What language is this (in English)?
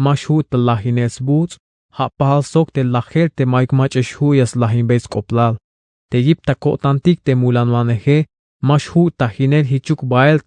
Tzeltal